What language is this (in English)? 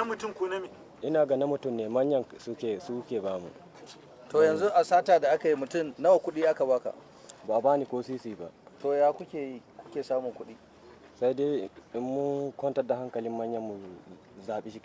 Hausa